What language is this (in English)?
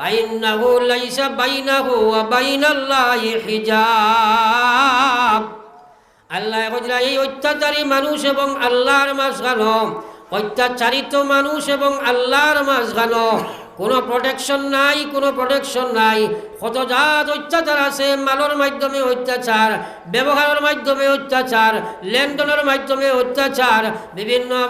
Sylheti